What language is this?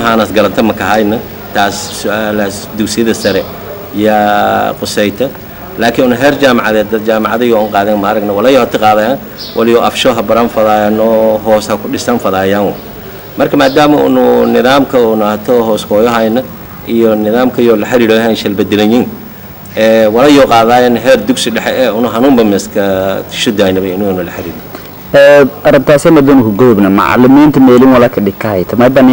Somali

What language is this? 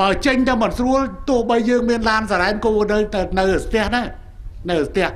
Khmer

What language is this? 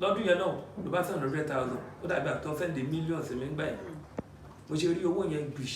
Yoruba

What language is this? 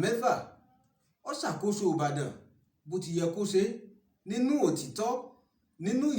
Yoruba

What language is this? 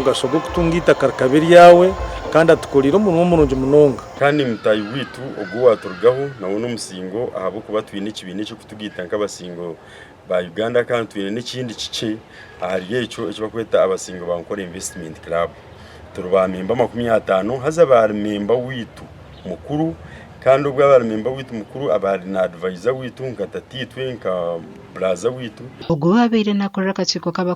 Nyankole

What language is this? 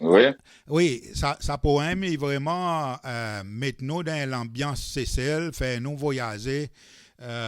Seselwa Creole French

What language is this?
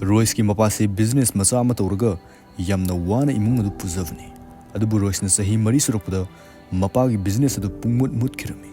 Manipuri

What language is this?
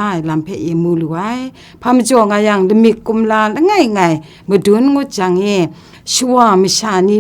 Kachin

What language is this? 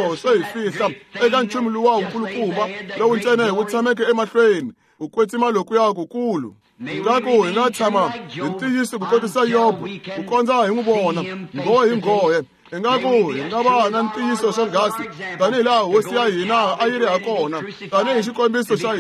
Tsonga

